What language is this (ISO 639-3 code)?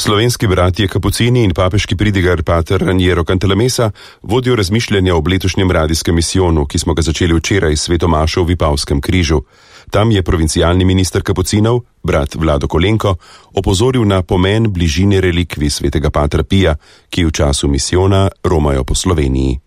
slv